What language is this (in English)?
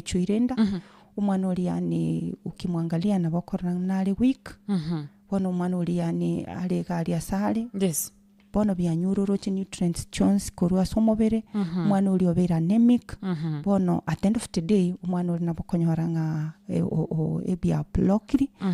Gusii